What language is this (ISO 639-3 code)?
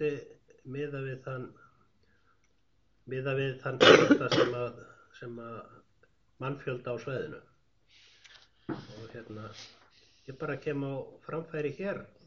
isl